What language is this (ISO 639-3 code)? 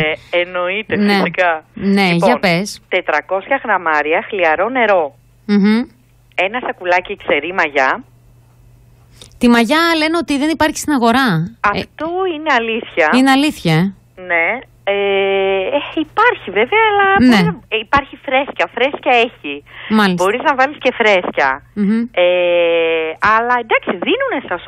ell